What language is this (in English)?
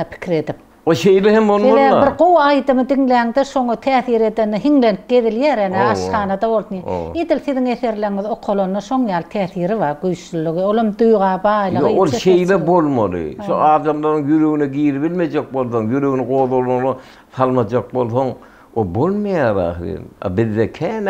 Turkmen